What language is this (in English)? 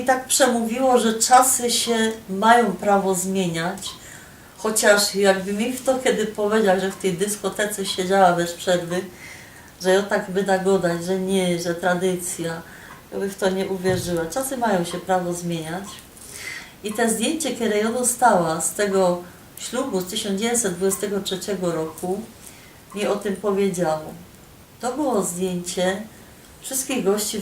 Silesian